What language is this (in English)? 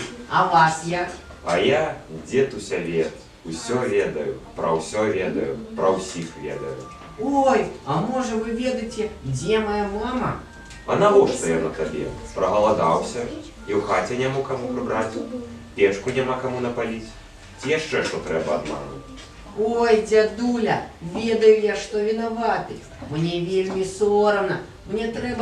Belarusian